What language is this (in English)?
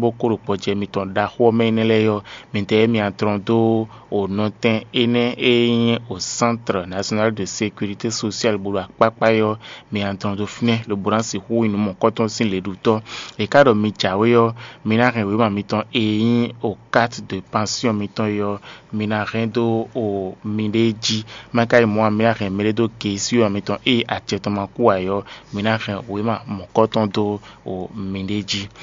Fon